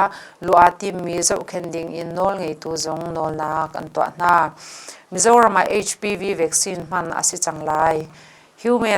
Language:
Hakha Chin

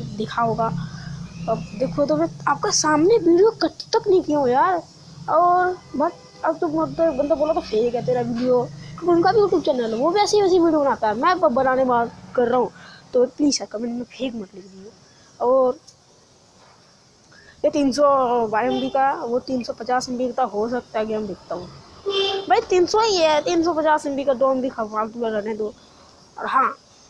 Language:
Hindi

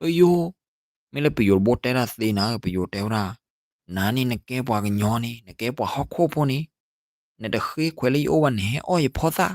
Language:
S'gaw Karen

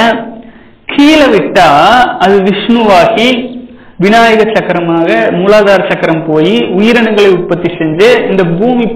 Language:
Tamil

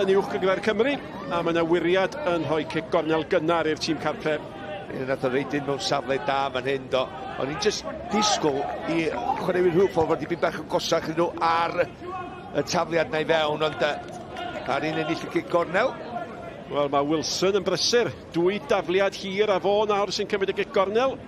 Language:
Welsh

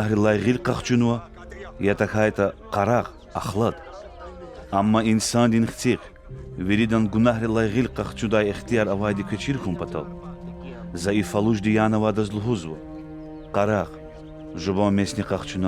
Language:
Lezghian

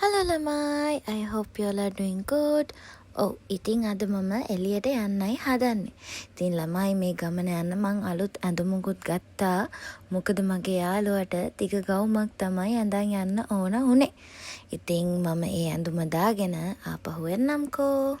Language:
Sinhala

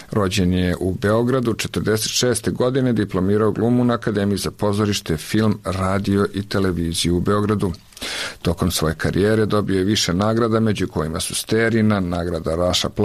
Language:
Serbian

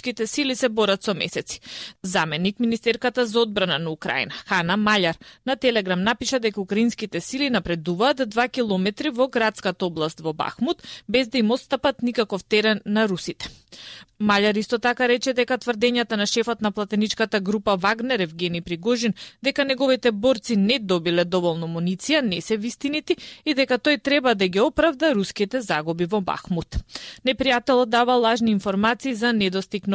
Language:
Macedonian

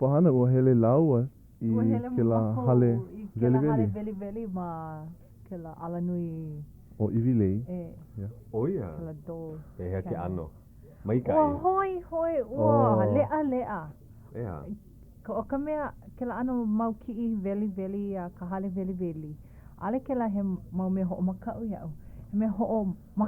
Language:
Hawaiian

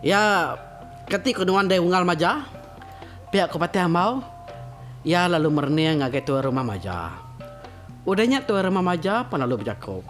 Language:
Iban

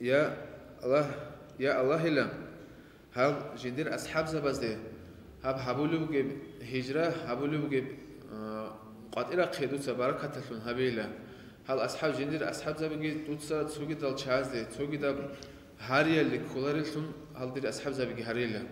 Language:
Avaric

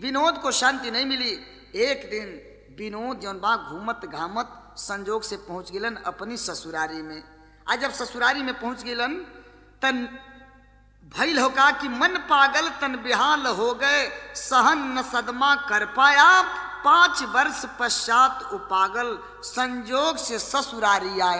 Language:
Bhojpuri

